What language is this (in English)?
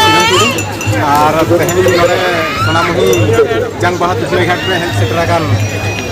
Santali